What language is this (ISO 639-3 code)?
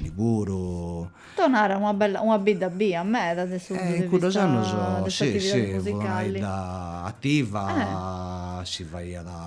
srd